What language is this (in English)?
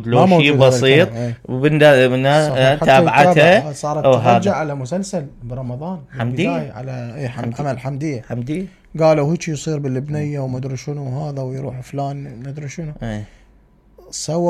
Mesopotamian Arabic